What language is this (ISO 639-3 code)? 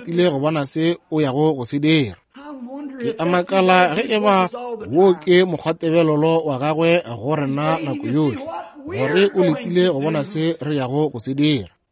nso